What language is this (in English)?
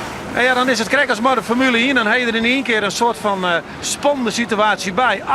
Western Frisian